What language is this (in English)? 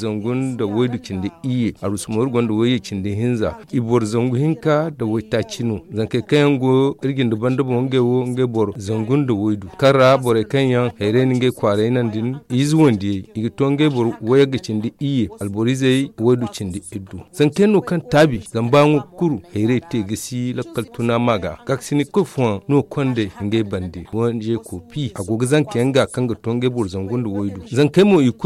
Zarma